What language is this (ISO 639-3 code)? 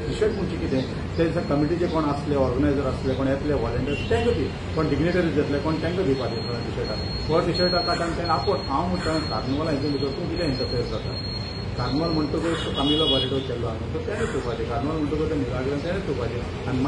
kok